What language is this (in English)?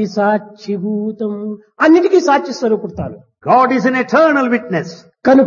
Telugu